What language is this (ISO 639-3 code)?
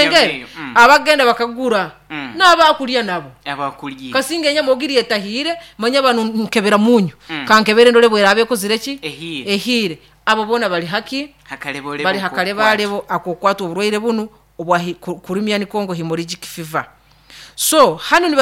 nyo